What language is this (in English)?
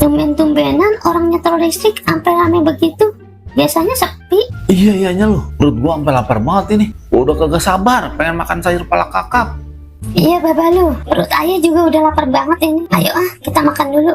Betawi